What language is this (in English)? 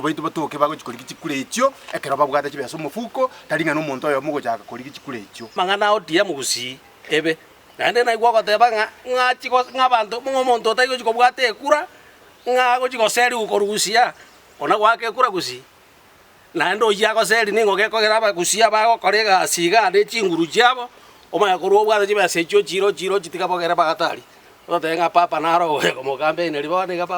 Gusii